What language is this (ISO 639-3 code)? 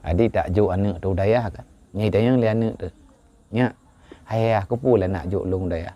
ace